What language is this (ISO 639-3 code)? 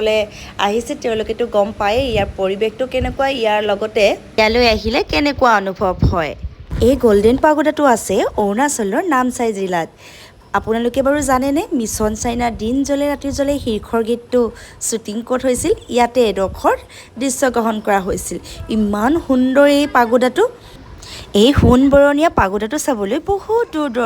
asm